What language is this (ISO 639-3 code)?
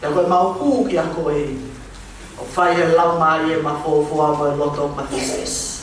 ton